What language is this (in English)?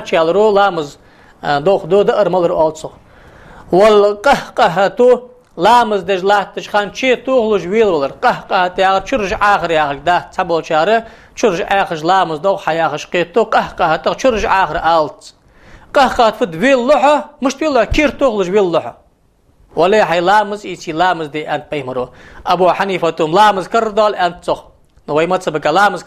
Ingush